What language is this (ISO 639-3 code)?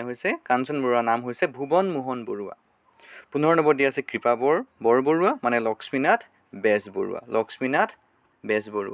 asm